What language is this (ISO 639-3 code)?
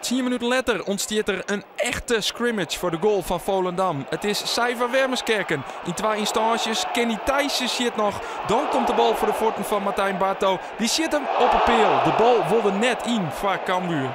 fry